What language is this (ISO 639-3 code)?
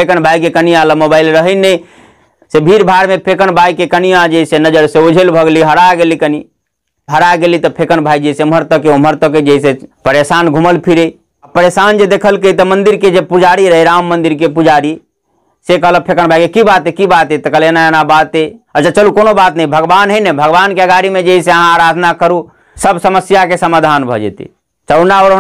mai